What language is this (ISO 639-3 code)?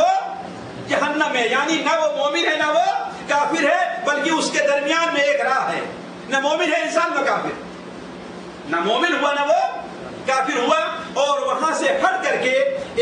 urd